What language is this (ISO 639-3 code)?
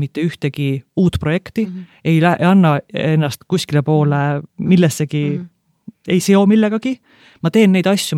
est